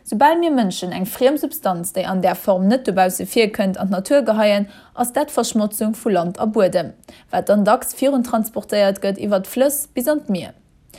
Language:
Luxembourgish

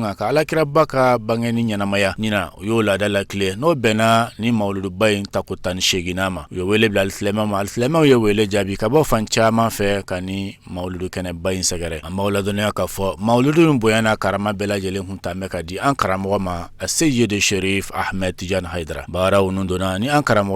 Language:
Bambara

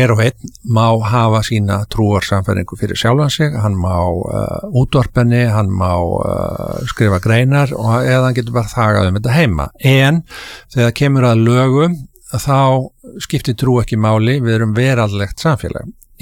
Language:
Icelandic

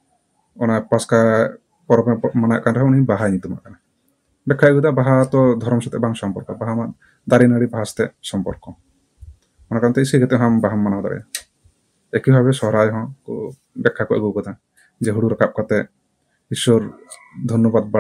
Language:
Santali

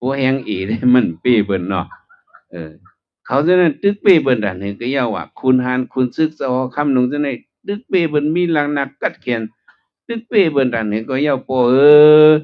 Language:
Shan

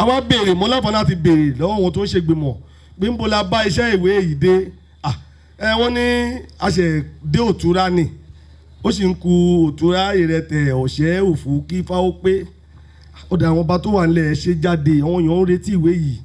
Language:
Yoruba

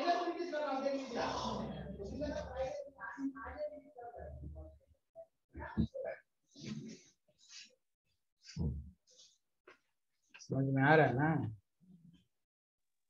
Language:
Hindi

